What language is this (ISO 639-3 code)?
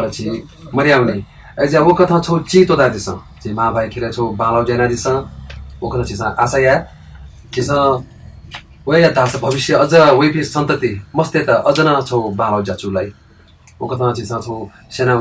new